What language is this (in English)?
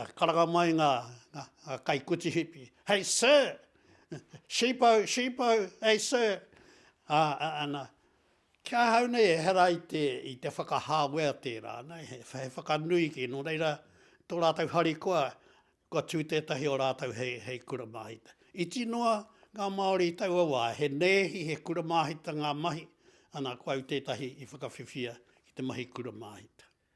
Māori